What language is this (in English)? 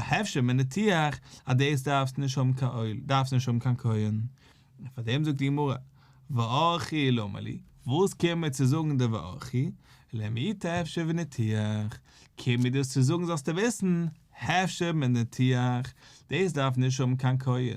Yiddish